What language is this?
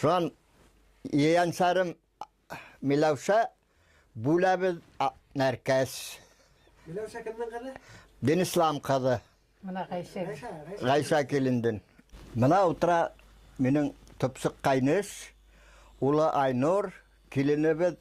Bashkir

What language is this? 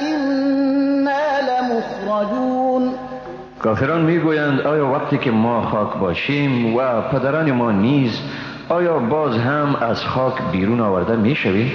Persian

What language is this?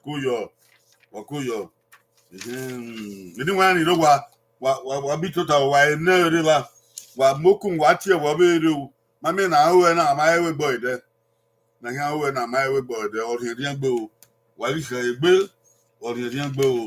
Bini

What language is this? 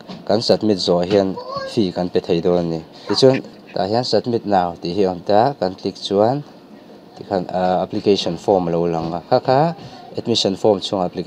Mizo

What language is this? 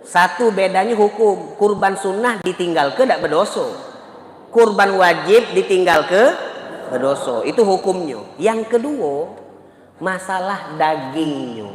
Musi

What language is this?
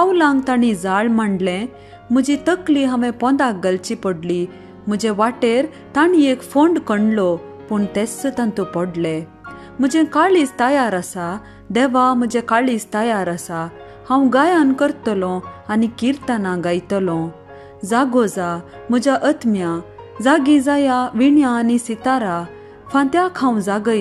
Konkani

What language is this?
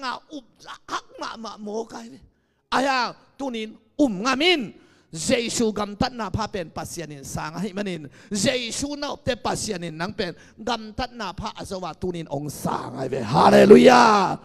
Tedim Chin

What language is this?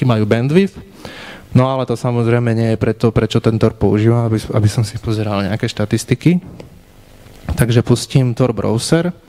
Slovak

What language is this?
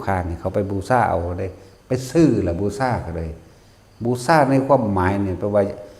Northeastern Thai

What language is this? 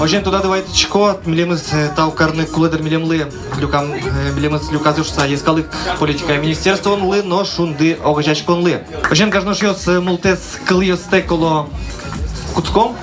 Udmurt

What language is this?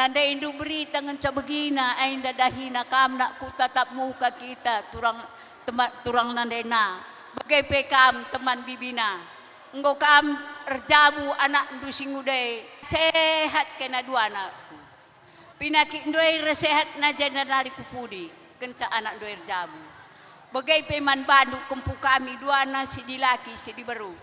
Batak Karo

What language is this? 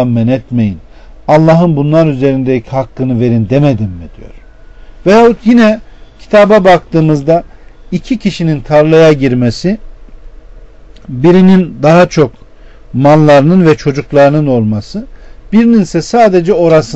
Turkish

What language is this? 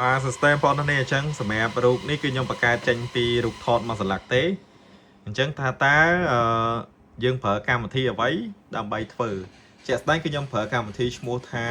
Khmer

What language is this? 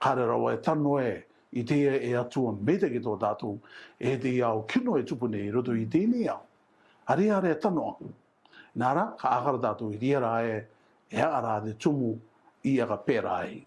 Rarotongan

